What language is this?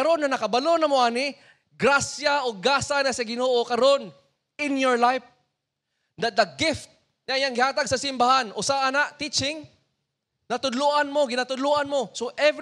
Cebuano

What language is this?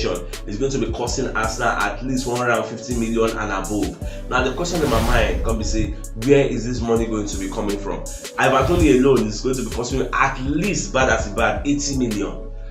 Nigerian Pidgin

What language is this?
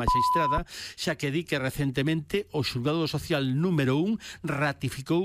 Galician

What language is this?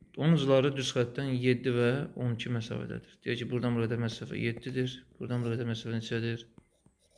Azerbaijani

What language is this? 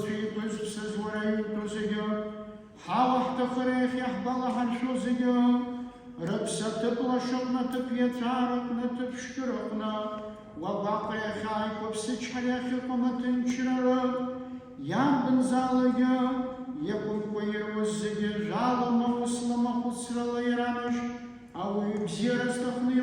Abkhazian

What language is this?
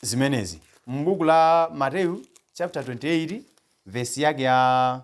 Nyanja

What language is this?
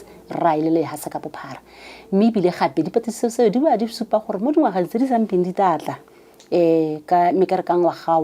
Tswana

